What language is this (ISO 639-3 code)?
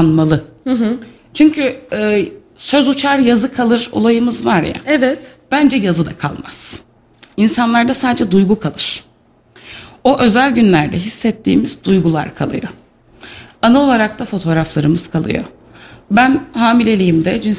tur